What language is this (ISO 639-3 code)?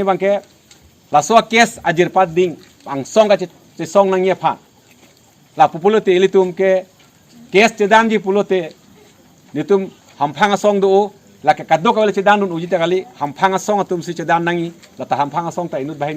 mjw